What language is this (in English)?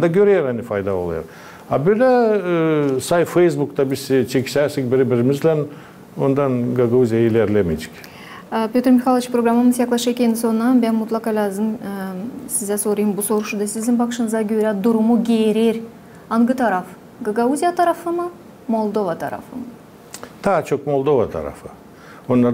Gagauz